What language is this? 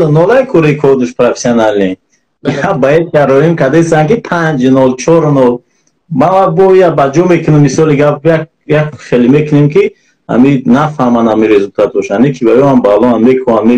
Tajik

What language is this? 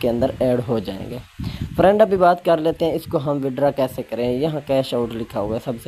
Hindi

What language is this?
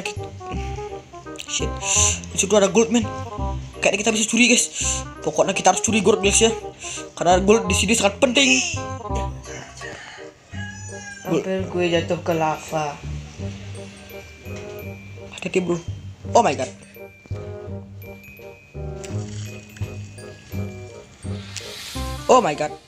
Indonesian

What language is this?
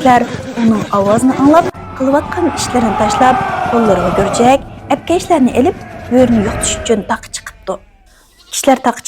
Uyghur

